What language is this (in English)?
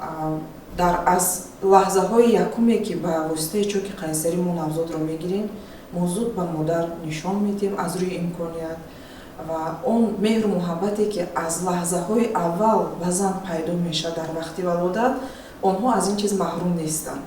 Tajik